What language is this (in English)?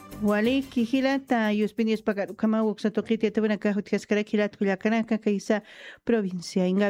Aymara